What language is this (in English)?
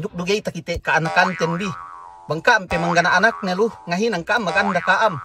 Yakan